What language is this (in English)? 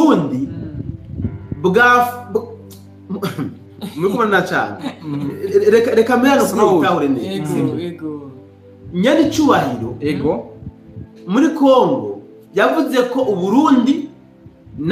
Rundi